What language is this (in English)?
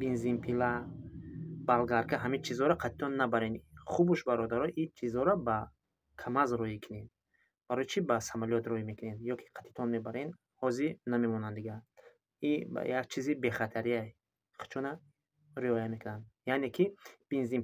Tajik